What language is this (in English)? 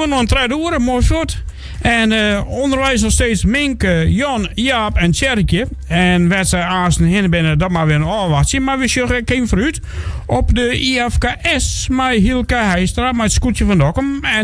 Western Frisian